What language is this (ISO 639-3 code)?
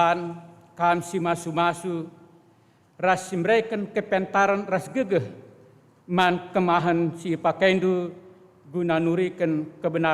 btx